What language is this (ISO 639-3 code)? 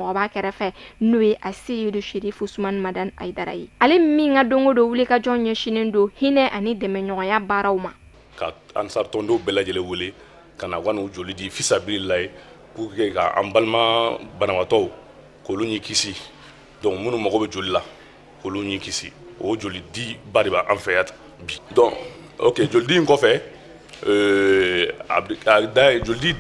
bam